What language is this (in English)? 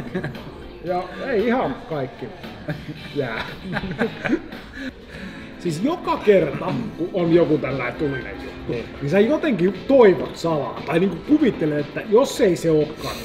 Finnish